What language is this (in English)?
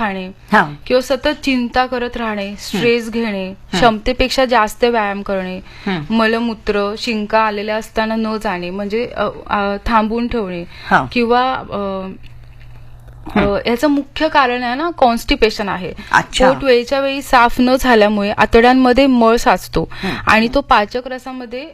Marathi